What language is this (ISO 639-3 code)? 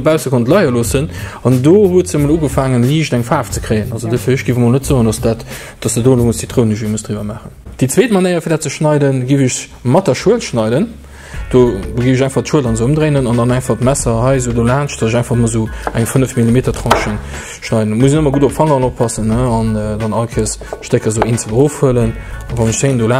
ltz